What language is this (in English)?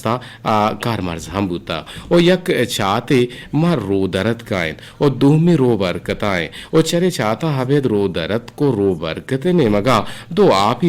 Eastern Balochi